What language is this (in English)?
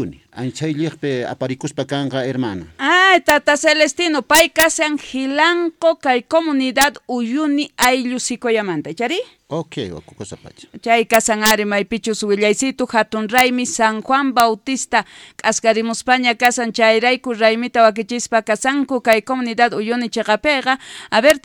South Bolivian Quechua